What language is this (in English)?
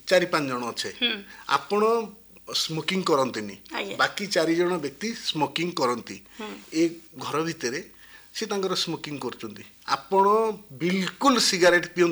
Odia